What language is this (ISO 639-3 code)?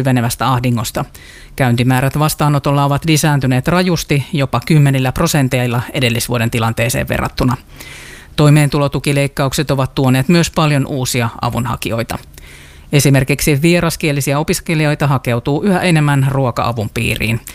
fin